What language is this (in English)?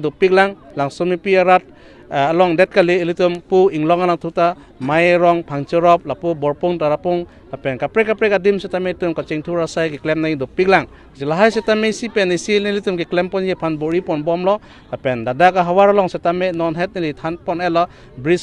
Karbi